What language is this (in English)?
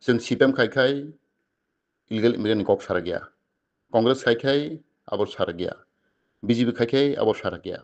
Kok Borok